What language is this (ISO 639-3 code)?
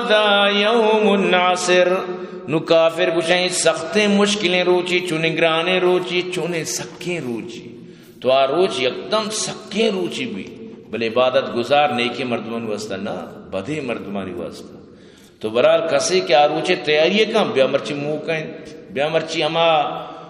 bgp